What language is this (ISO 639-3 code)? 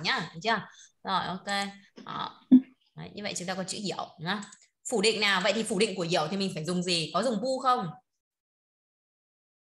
vie